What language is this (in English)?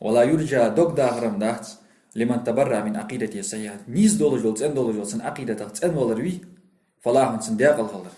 Ingush